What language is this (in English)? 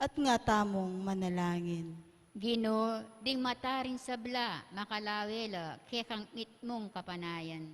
Pampanga